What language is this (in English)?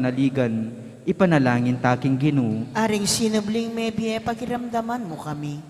Pampanga